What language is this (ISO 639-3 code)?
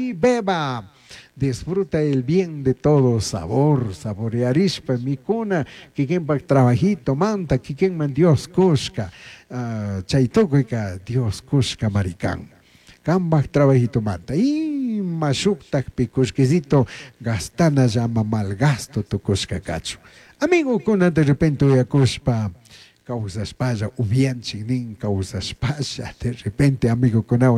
qug